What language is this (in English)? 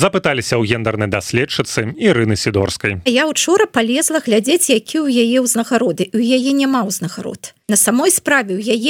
Belarusian